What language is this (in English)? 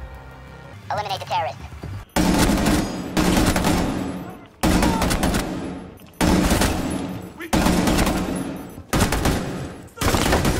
English